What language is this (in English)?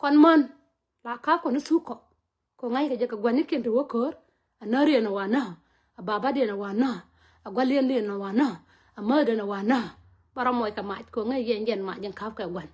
Nuer